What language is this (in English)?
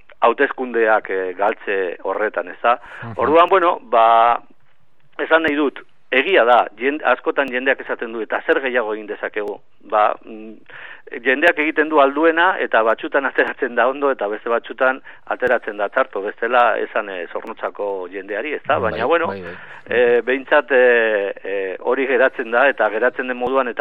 Basque